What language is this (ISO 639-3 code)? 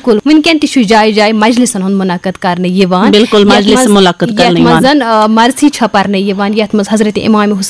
kas